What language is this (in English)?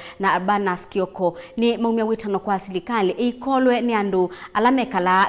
Kamba